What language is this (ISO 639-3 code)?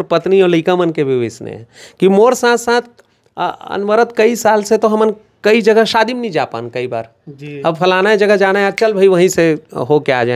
hne